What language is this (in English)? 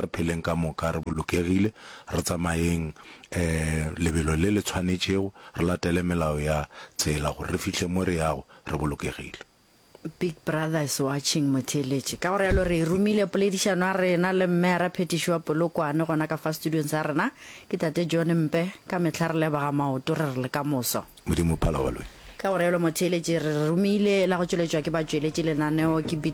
Northern Sotho